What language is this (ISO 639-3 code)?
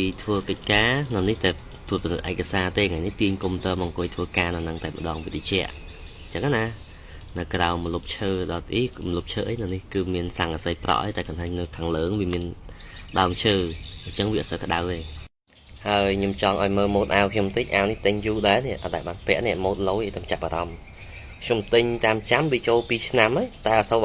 khm